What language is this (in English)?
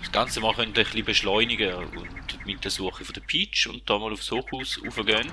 Swiss German